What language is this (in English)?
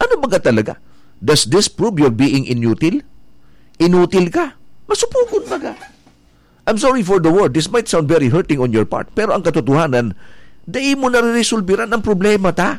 Bikol